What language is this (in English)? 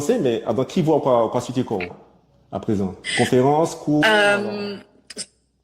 Guadeloupean Creole French